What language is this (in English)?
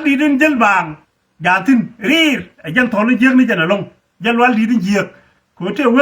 Nuer